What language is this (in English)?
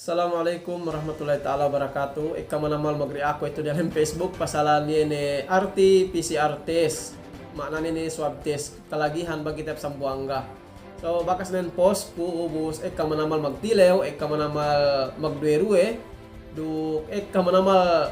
Yakan